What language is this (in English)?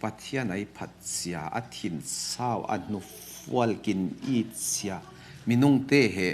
Falam Chin